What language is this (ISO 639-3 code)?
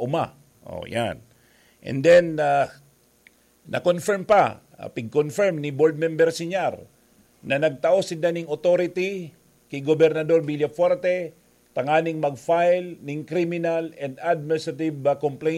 bik